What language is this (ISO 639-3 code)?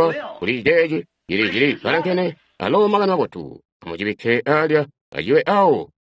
toi